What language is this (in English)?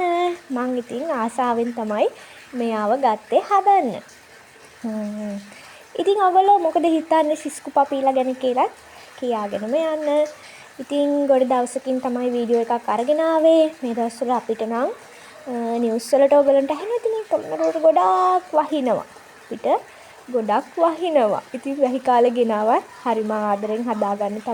Sinhala